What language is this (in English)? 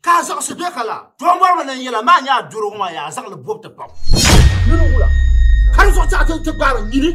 Dagbani